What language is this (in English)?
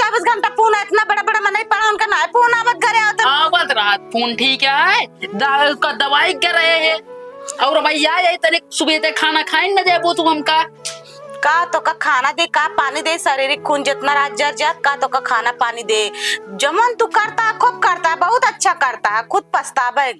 Awadhi